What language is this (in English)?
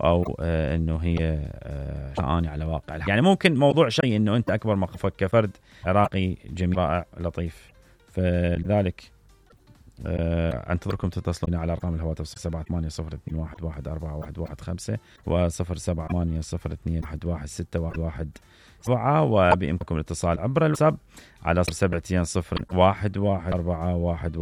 Mesopotamian Arabic